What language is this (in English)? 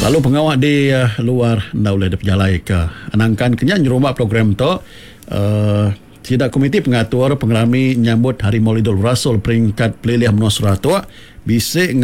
Iban